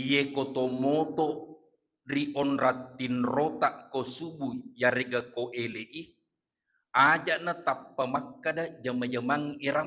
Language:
Buginese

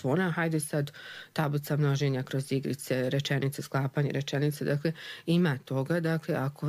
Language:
Croatian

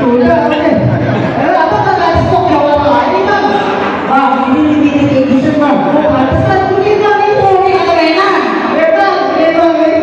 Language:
Betawi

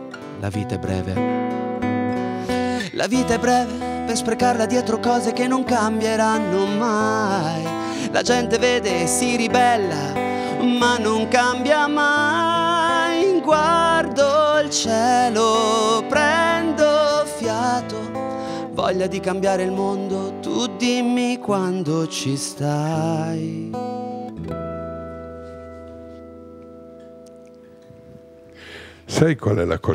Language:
Italian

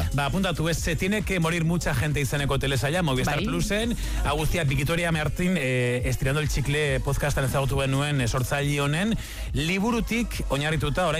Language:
Basque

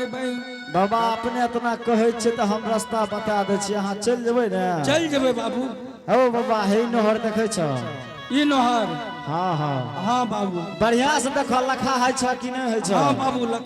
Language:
Angika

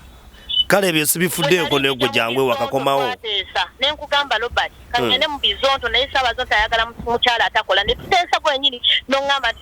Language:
Ganda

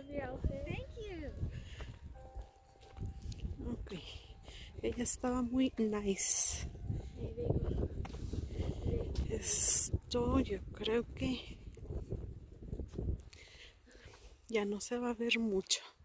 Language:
Spanish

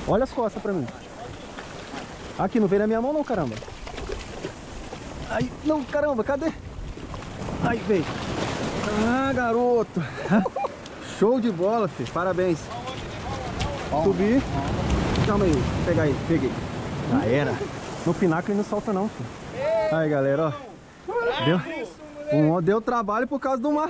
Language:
Portuguese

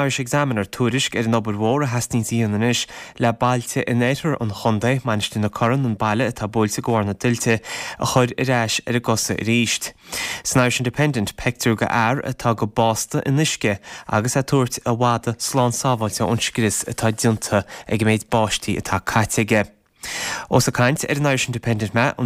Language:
Irish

